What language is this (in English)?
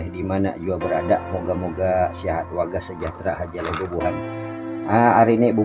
Banjar